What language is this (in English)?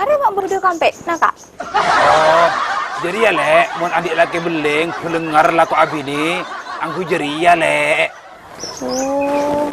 Madurese